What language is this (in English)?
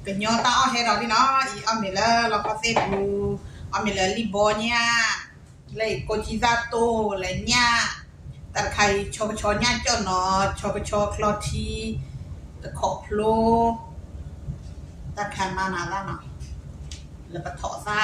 S'gaw Karen